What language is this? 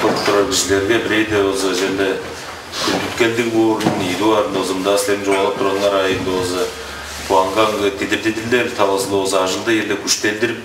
Tuvinian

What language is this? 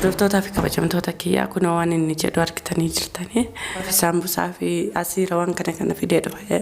Oromo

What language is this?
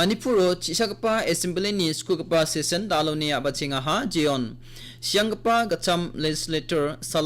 Garo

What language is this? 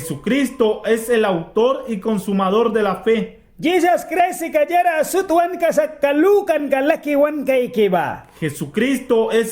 Mískito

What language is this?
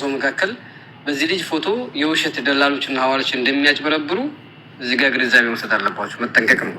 Amharic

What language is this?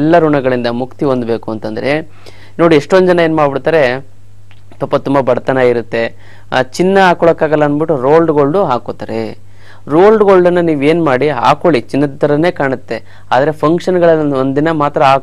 Kannada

